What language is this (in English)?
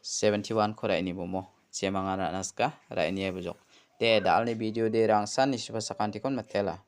Garo